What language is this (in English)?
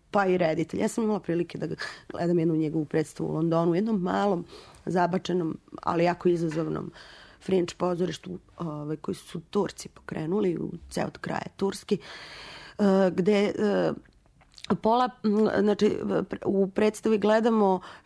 Serbian